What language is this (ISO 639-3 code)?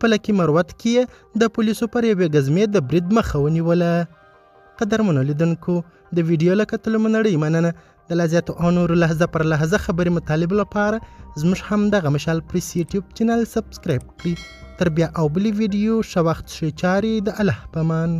pus